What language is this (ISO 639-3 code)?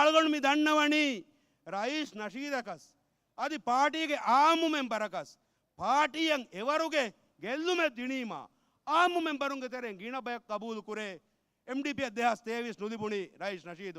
div